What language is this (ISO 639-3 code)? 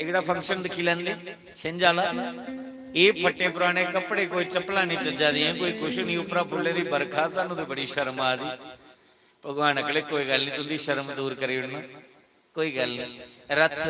doi